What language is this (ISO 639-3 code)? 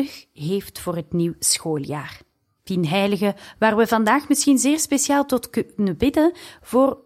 nld